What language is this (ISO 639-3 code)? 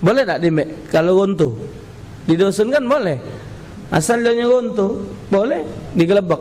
mui